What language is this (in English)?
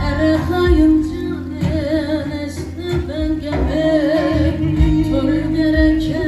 Zaza